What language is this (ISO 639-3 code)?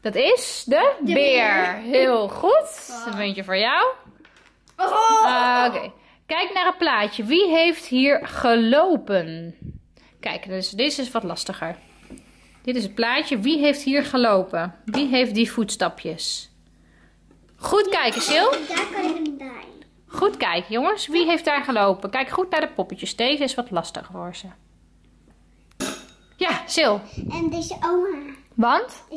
nld